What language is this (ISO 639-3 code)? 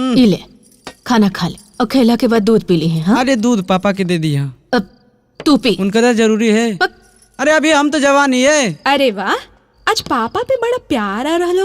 mag